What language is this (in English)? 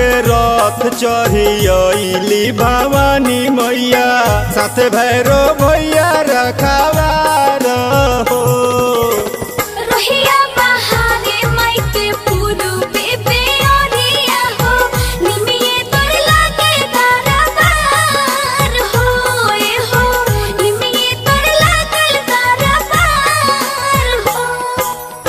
Bhojpuri